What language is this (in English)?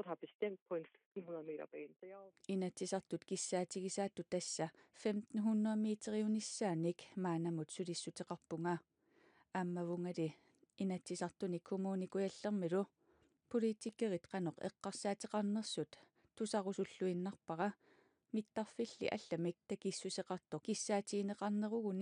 Kalaallisut